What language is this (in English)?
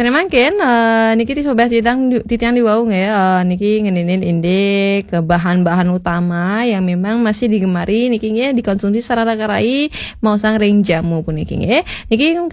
Balinese